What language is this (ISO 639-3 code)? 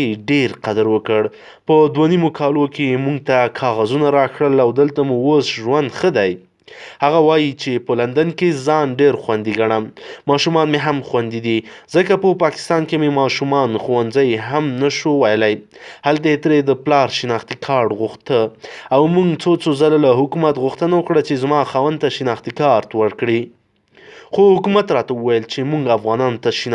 pus